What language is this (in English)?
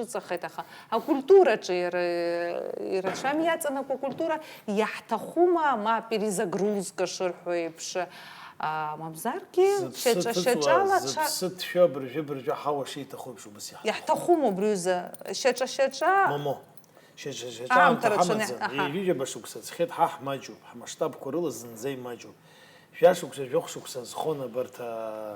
Abkhazian